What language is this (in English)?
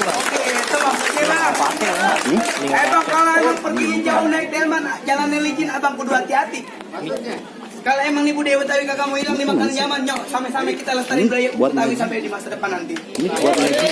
Betawi